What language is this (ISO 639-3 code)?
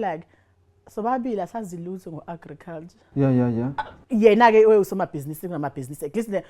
zul